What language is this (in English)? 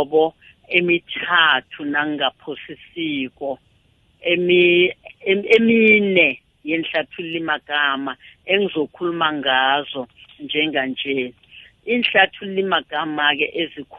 South Ndebele